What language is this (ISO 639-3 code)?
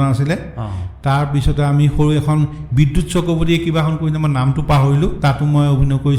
asm